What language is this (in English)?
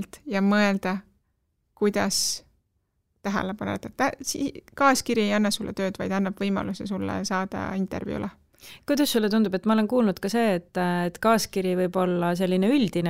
Estonian